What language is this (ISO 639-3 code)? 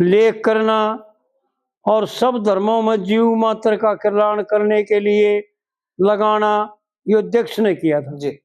bgc